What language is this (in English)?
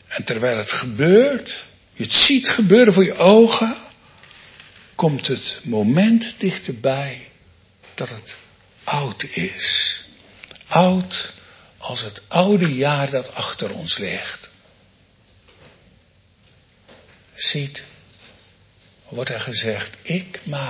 Dutch